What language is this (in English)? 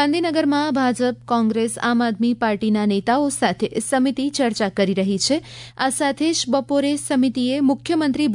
Gujarati